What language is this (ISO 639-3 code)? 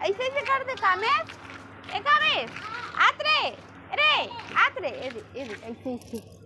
hne